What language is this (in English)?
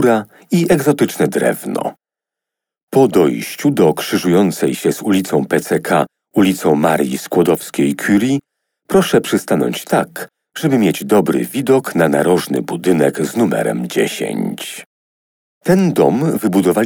Polish